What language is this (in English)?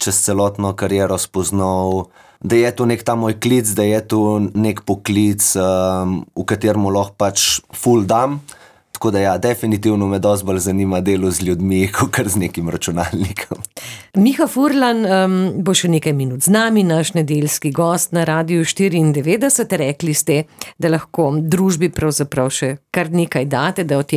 Slovenian